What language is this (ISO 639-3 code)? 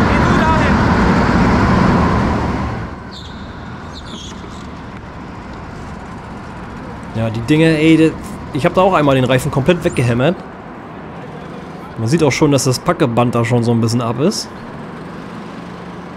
deu